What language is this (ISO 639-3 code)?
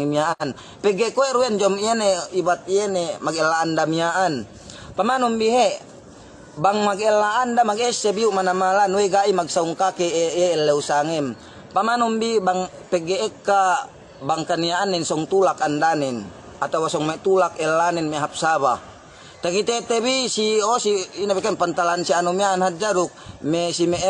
yka